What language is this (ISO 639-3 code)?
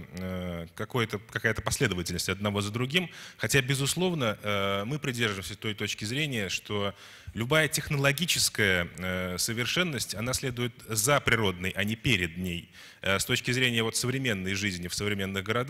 rus